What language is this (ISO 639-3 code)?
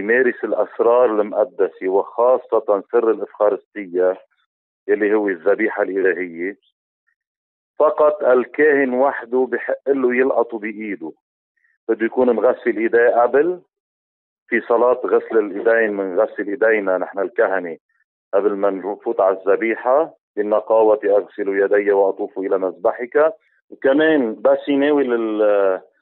apc